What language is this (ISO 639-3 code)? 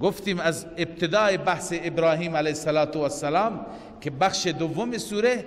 fas